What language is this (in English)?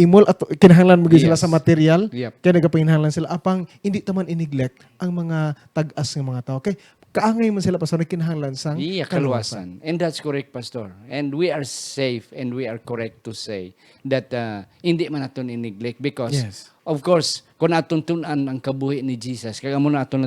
Hiligaynon